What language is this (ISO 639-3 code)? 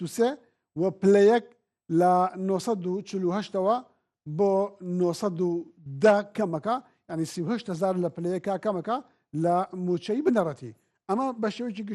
ckb